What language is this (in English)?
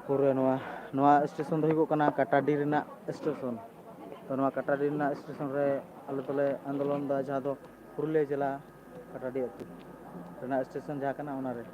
Santali